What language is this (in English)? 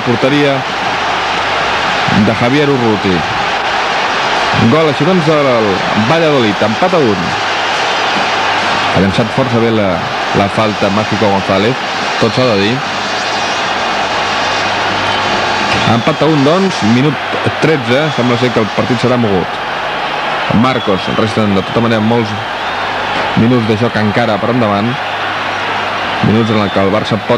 Catalan